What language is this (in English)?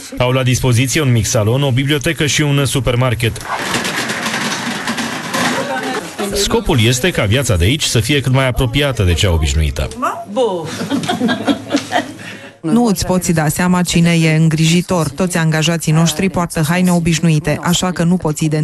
Romanian